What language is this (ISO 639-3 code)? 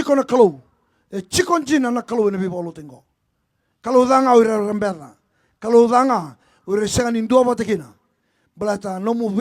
fij